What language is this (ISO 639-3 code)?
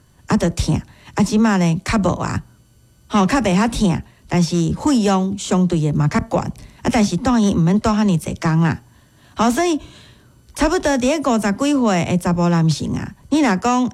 nan